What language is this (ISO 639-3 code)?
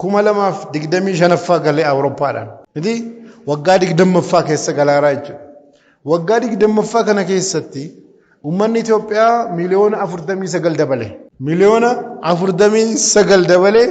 orm